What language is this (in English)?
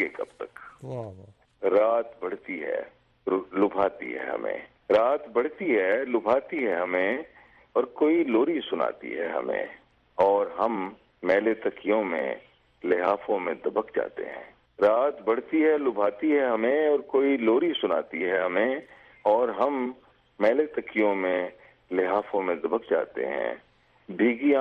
Urdu